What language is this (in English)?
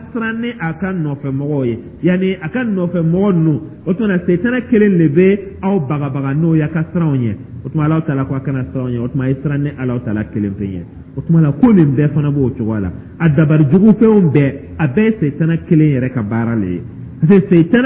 Dyula